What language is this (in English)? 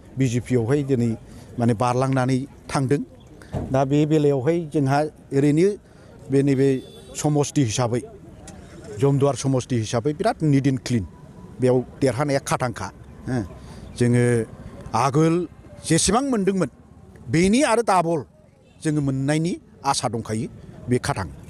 Bodo